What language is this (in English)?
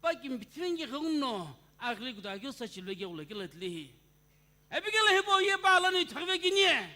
Sumi Naga